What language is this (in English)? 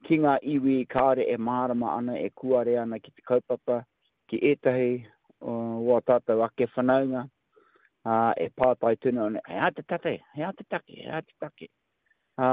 Māori